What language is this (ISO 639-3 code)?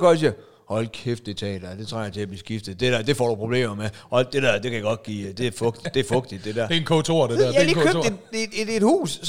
dan